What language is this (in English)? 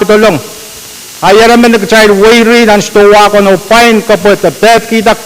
Pohnpeian